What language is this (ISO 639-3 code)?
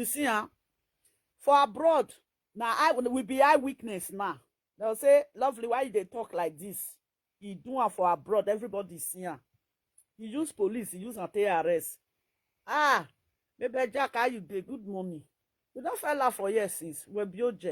pcm